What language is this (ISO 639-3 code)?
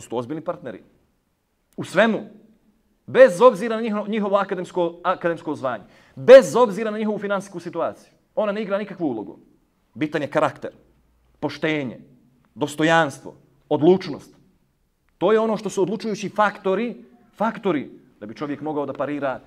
bos